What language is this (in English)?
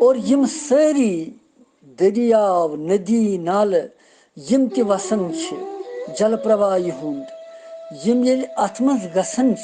Kashmiri